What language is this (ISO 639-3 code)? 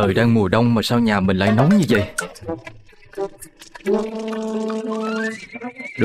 vie